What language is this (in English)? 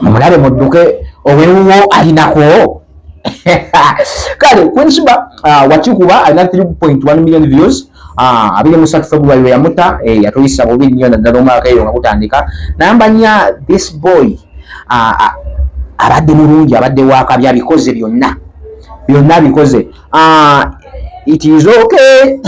Ganda